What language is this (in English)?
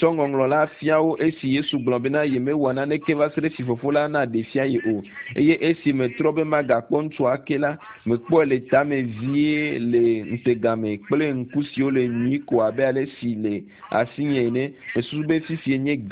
Ewe